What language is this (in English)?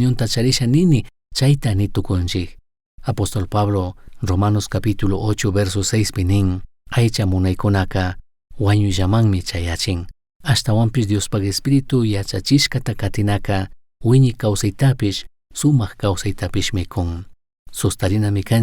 Chimborazo Highland Quichua